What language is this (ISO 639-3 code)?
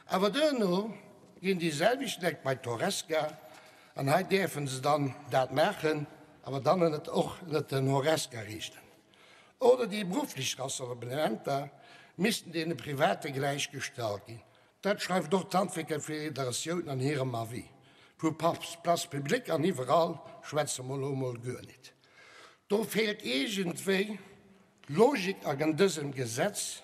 ltz